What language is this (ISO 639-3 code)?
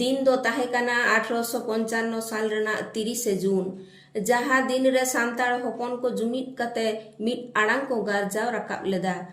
sat